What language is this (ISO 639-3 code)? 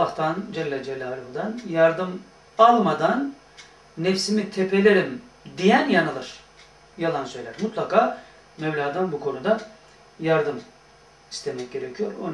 tur